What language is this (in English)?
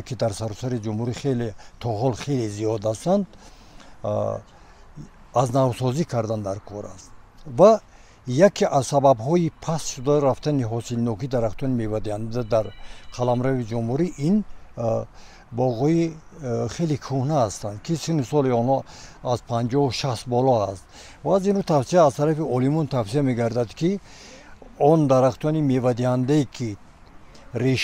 Tajik